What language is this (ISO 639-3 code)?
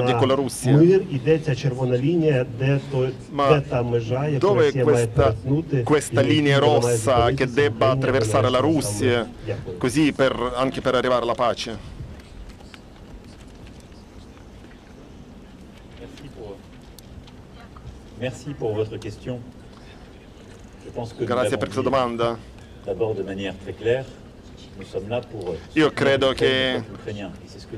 ita